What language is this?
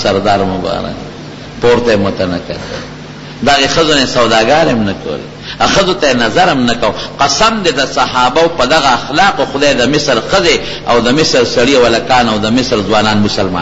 Pashto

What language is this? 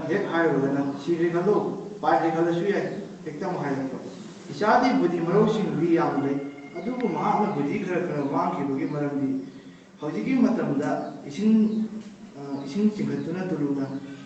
Manipuri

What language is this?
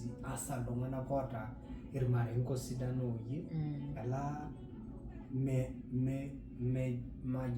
Masai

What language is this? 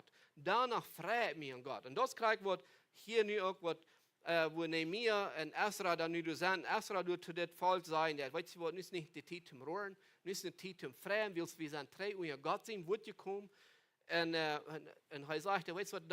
Plautdietsch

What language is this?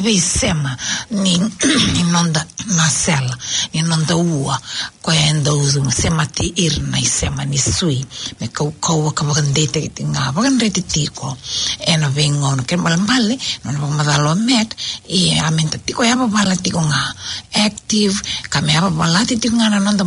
Fijian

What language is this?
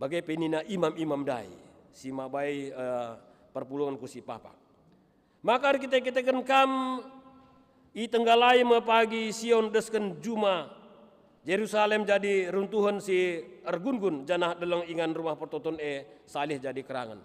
Batak Karo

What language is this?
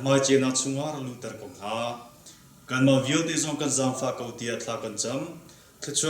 Hakha Chin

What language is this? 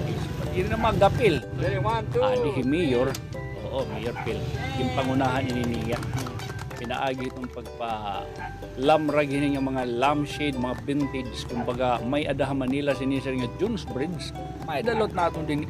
Waray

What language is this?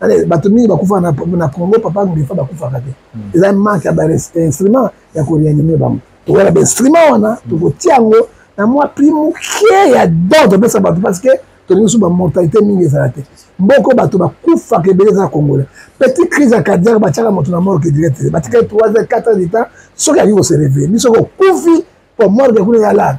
Lingala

